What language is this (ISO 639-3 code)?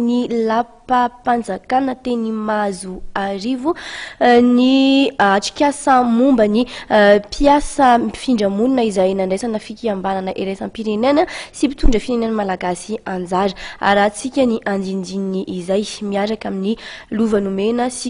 mlg